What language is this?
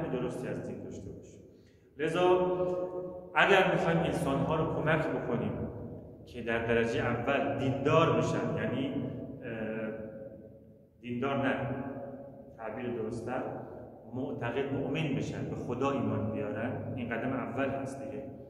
Persian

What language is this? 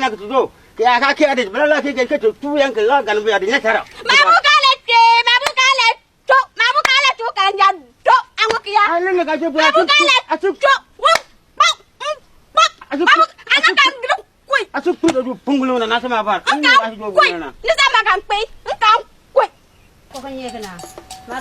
Konkomba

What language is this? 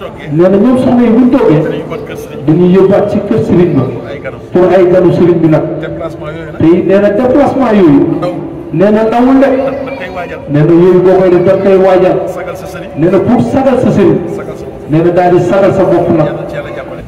Wolof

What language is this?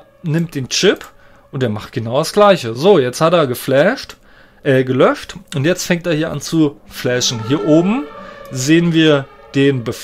German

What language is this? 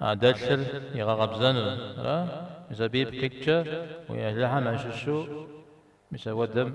Kabardian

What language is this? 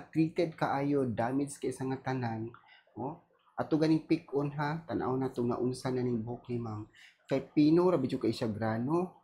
Cebuano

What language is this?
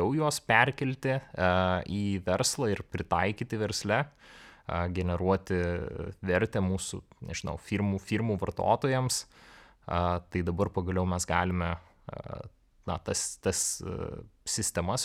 Lithuanian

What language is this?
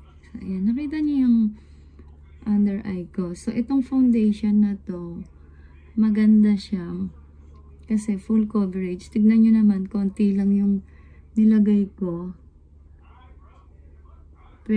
Filipino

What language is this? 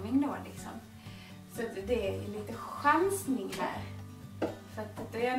Swedish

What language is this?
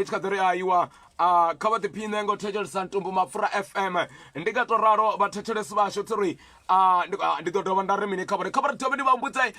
Venda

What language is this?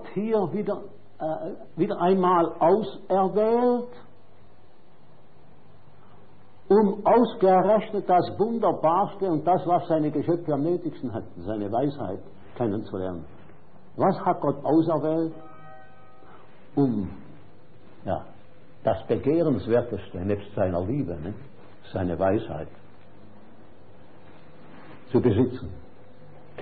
German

